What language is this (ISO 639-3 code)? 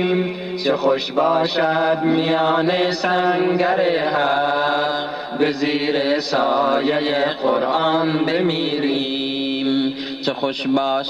tgk